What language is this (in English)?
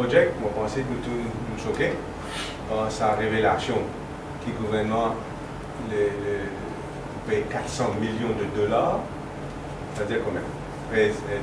Morisyen